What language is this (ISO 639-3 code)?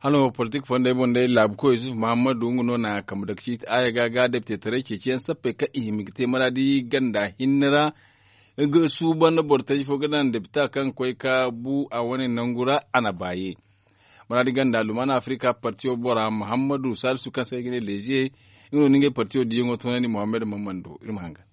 dje